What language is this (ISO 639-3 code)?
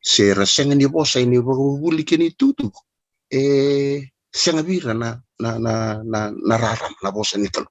fij